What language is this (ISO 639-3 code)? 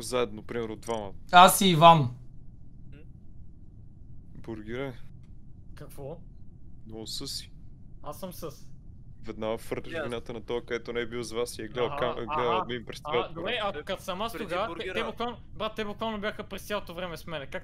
bul